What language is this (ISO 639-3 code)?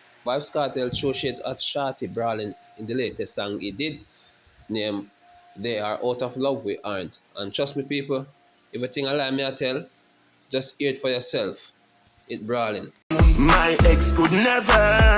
jam